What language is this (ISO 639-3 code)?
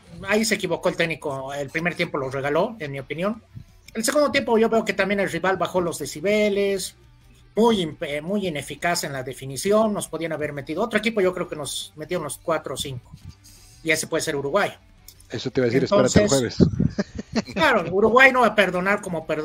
spa